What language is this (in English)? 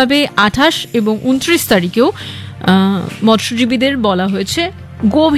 Bangla